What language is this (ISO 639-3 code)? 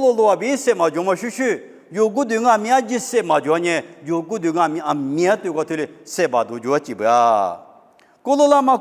lis